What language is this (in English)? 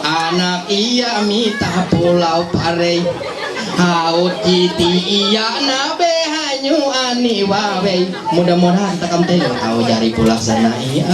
Ma'anyan